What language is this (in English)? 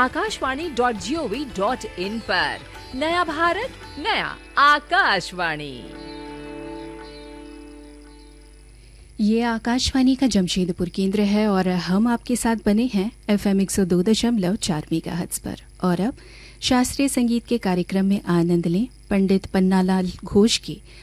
Hindi